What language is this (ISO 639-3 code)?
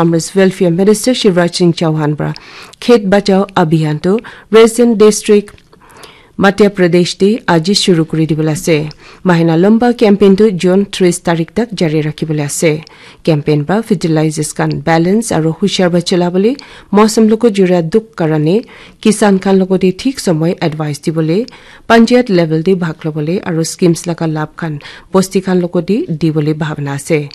nag